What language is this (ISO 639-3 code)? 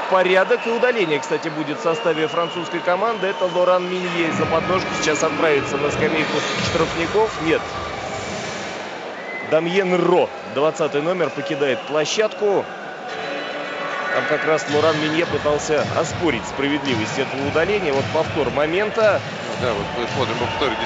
rus